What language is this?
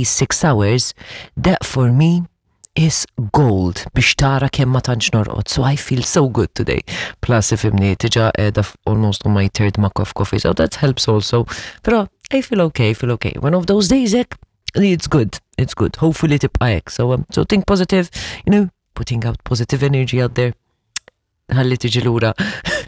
Maltese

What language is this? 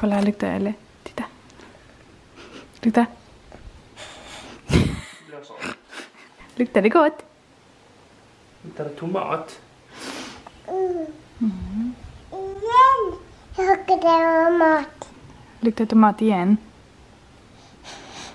Swedish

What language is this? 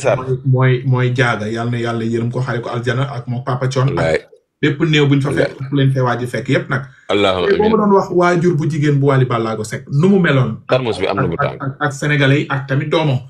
Wolof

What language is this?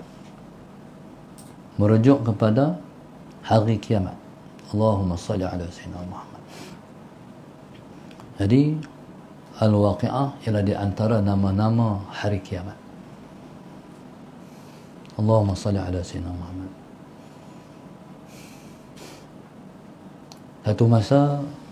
Malay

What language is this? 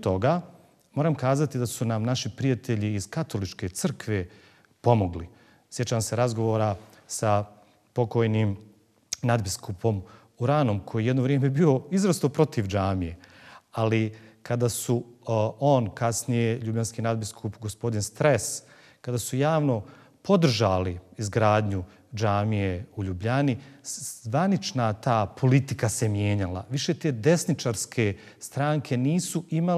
Bosnian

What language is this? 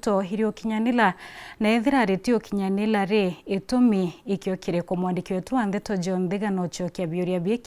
Meru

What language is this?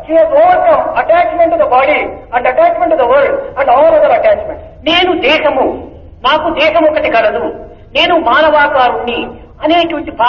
Telugu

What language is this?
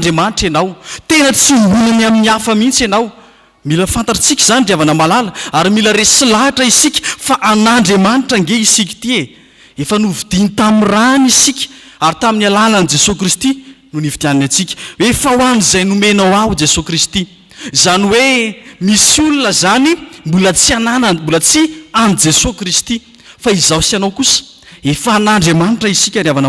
Malagasy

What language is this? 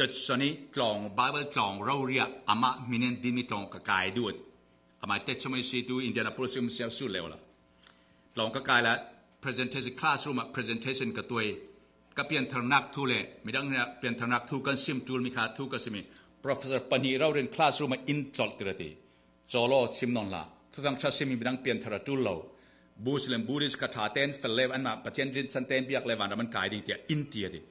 Falam Chin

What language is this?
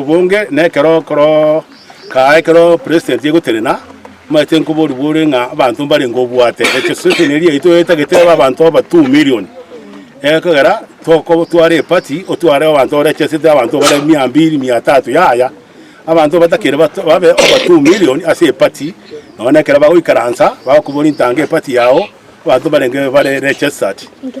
Gusii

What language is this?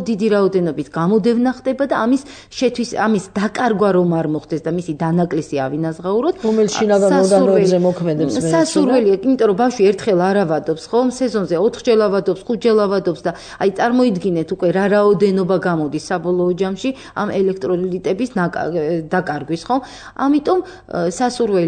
Georgian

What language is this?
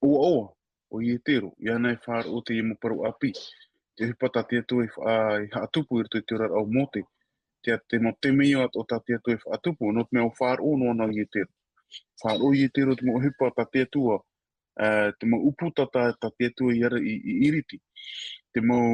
Tahitian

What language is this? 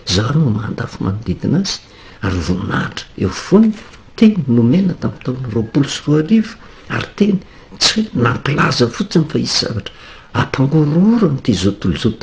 Malagasy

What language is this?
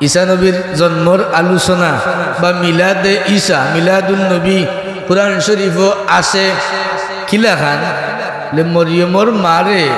Sylheti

